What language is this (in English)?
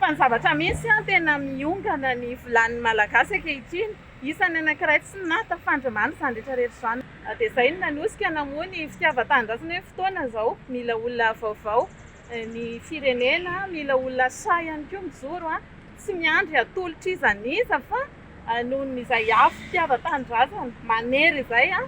Malagasy